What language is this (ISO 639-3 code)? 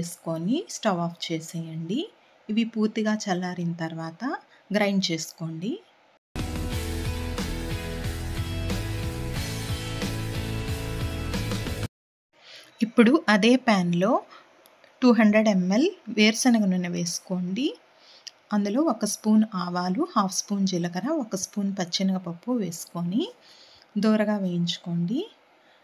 tel